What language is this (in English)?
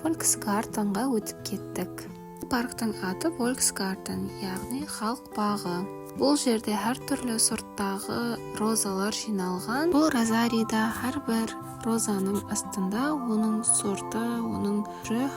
Kara-Kalpak